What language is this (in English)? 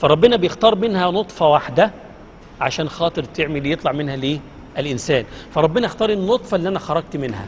Egyptian Arabic